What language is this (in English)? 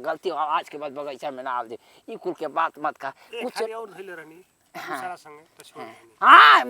Bhojpuri